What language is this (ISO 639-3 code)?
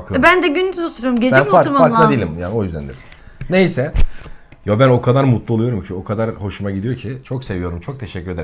tur